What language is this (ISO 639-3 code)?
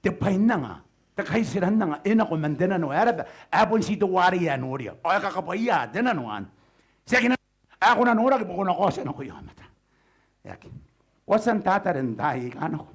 gil